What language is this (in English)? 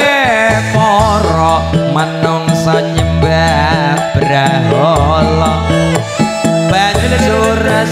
Javanese